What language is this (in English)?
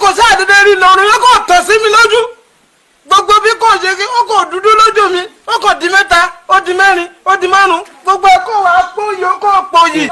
Yoruba